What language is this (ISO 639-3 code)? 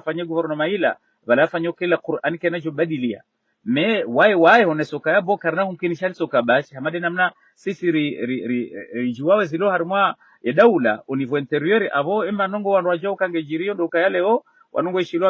zdj